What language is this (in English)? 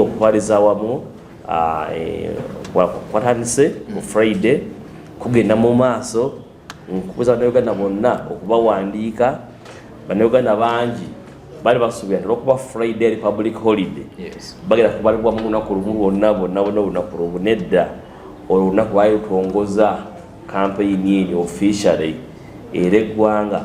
Ganda